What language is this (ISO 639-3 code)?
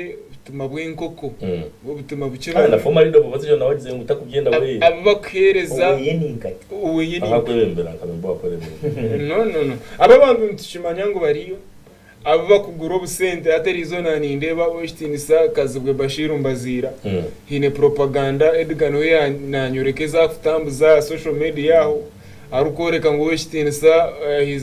nyn